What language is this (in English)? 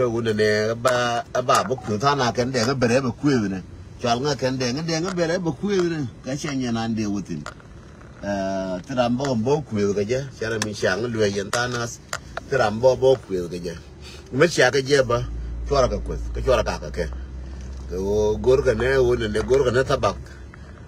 Nuer